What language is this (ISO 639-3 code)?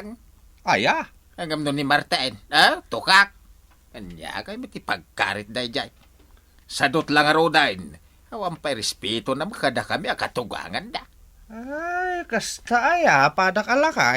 ilo